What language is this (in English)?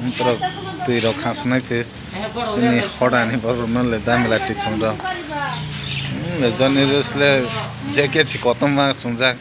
Kok Borok